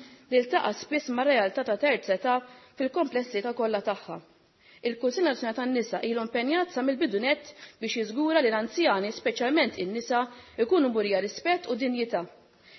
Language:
Maltese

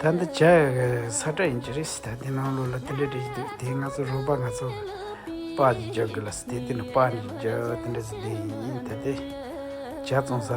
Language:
Tibetan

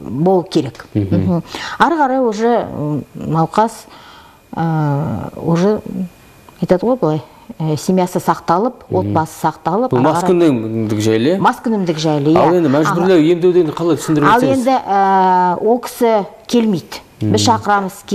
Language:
Kazakh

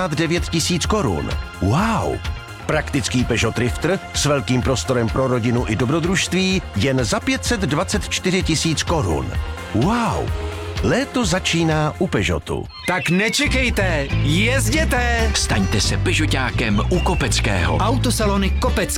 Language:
Czech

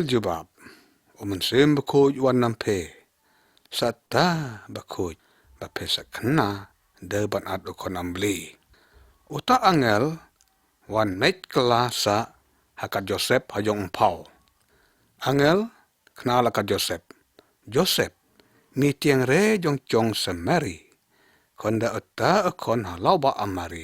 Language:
Lyngngam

